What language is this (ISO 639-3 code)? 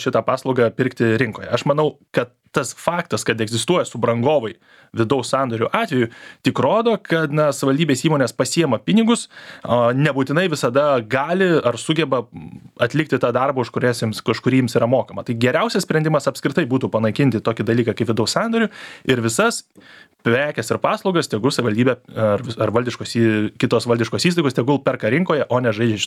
lit